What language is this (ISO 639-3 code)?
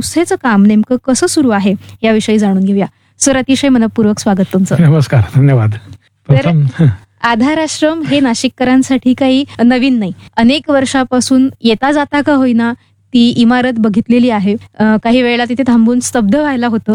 mar